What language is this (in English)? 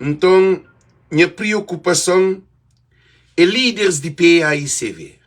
Kabuverdianu